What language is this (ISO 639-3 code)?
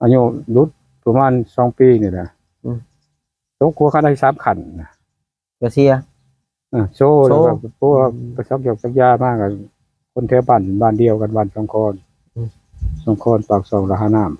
lao